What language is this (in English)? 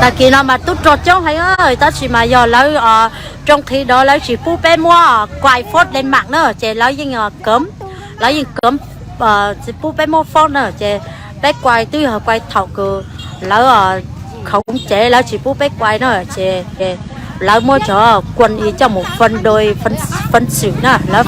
Hmong